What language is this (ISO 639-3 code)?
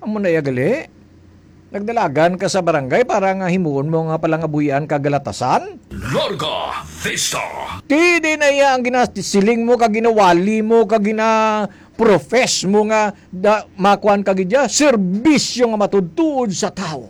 hil